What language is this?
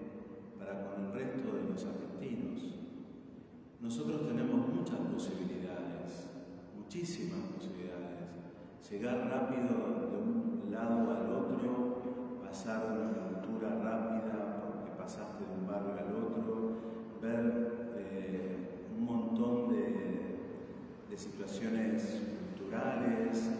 Spanish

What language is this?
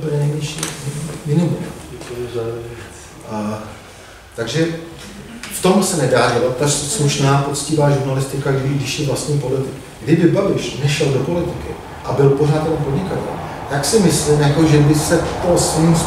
Czech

